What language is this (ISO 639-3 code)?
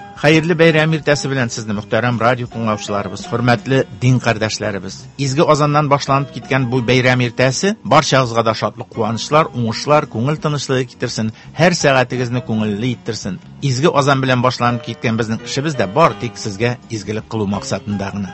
tat